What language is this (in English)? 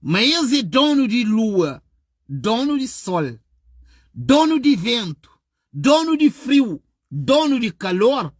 Kabuverdianu